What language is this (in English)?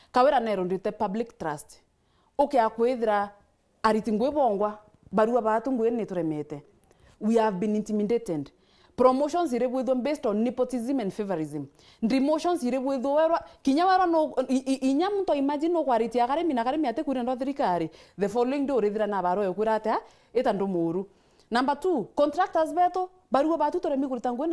Meru